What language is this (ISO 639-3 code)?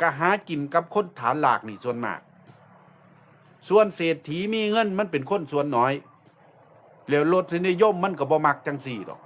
lao